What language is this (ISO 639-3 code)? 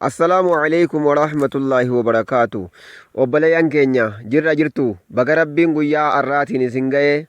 orm